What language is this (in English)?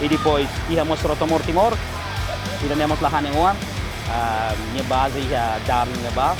Tetum